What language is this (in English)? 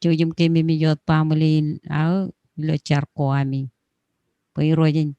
Marshallese